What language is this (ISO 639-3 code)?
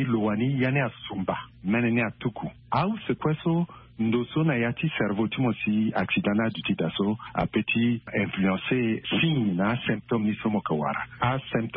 sag